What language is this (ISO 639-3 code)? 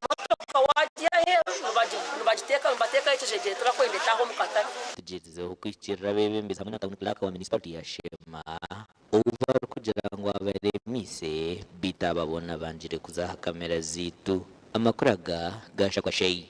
nyn